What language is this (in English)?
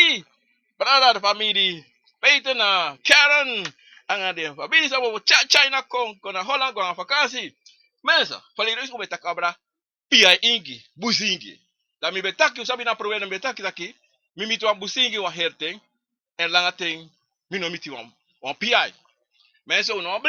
Sranan Tongo